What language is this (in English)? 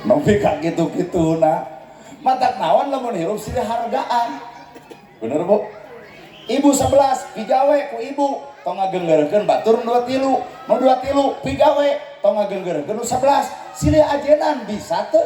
Sundanese